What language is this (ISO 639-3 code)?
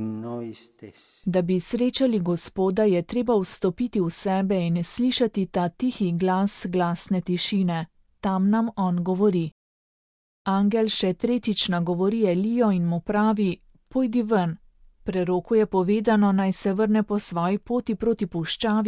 slv